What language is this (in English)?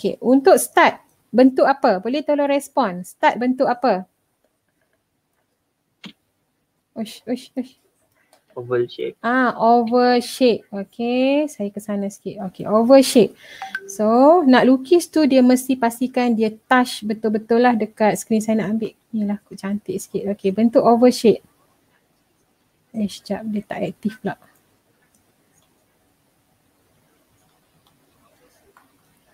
Malay